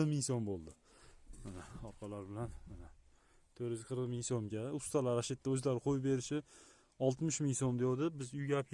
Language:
Uzbek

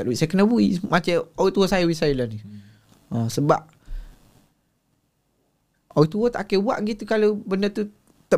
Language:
Malay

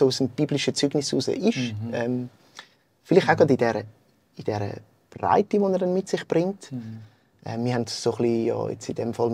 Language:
Swiss German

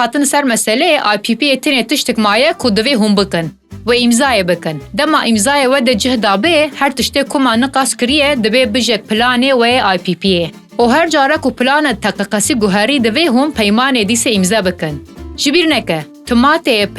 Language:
Kurdish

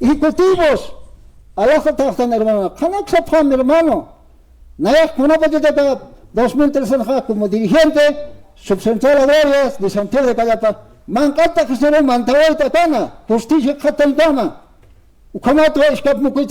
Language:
Aymara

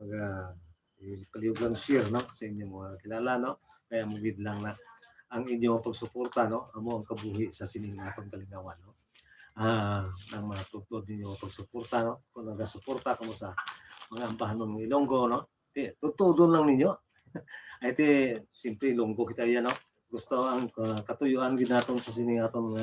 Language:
Hiligaynon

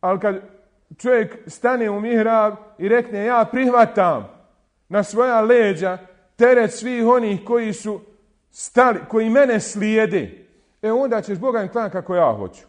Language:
Bosnian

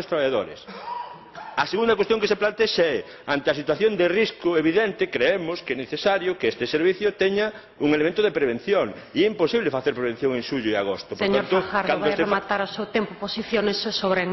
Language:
Galician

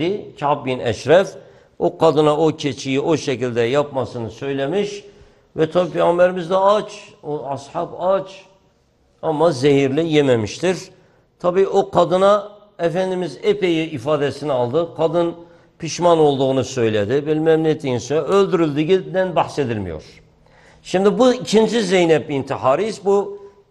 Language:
Turkish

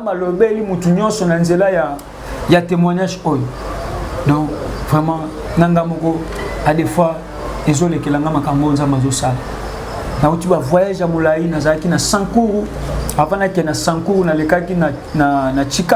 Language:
Lingala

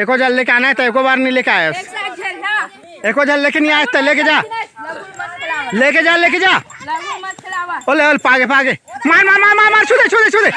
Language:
Chhattisgarhi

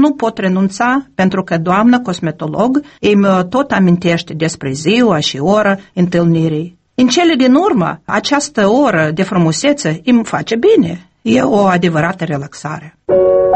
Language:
Romanian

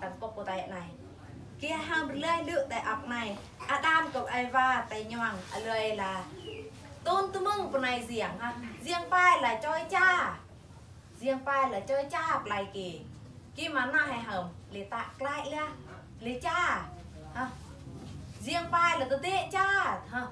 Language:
Eastern Bru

